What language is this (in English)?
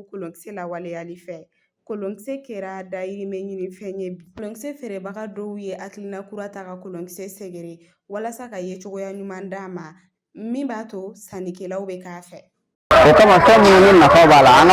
Bambara